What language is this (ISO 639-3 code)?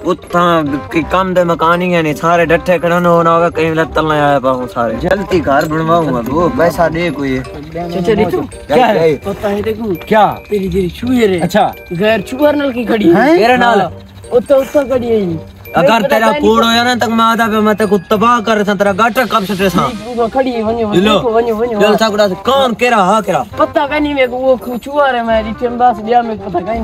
skr